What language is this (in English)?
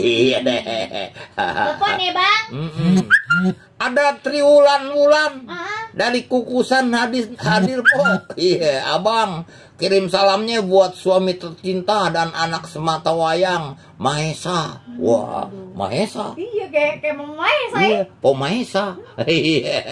Betawi